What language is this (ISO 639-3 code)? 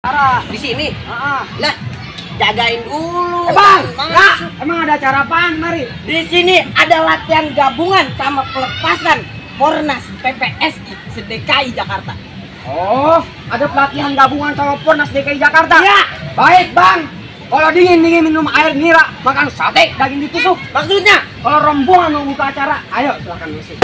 bew